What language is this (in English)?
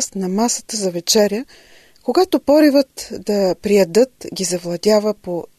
Bulgarian